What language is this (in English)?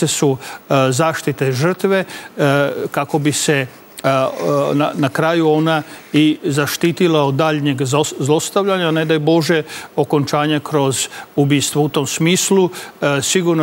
Serbian